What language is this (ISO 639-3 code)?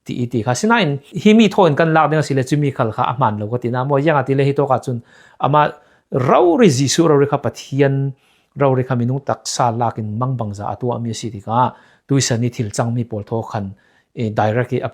cfm